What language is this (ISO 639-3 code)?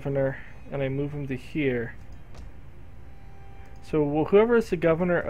eng